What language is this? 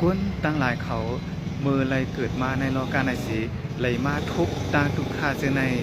Shan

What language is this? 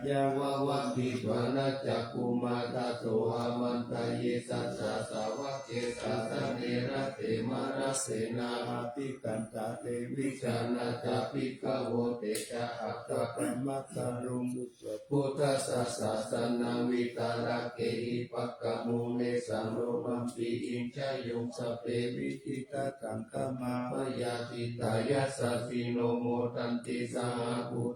Pali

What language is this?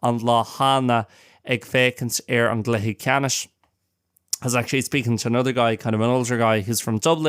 Irish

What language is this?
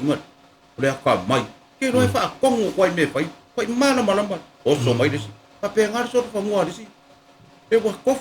Samoan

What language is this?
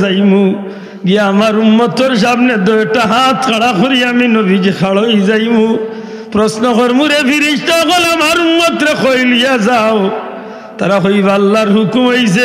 Sylheti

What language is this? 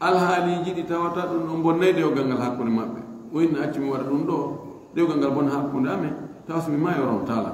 Fula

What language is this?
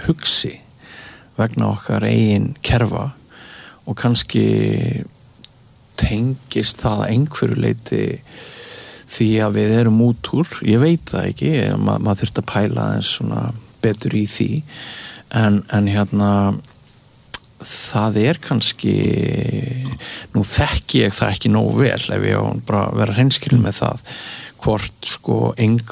Icelandic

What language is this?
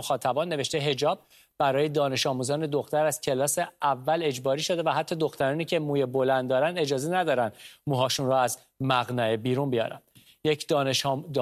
Persian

